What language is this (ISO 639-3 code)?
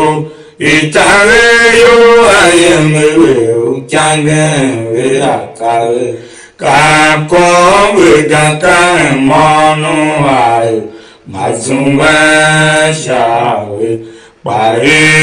tiv